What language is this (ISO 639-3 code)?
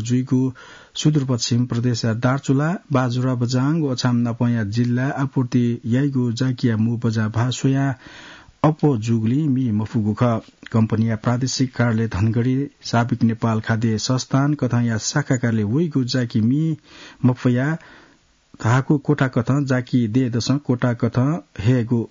new